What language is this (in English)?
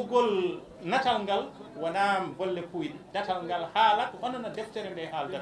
Fula